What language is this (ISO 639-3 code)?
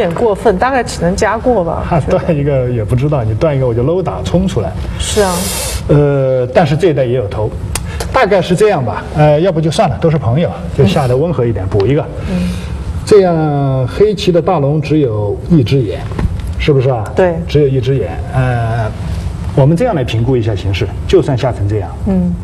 zho